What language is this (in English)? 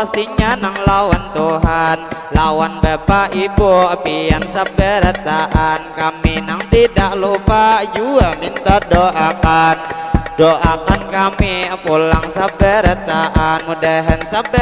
Banjar